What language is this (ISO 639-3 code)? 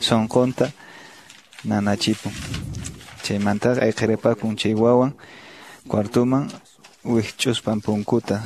que